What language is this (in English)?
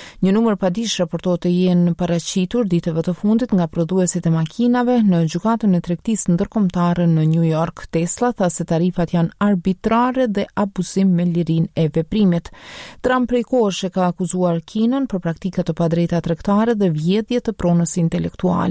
Albanian